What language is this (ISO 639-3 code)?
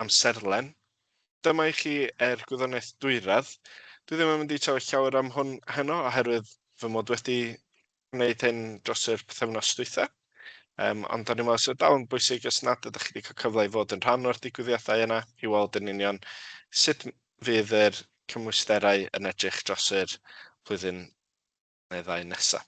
cym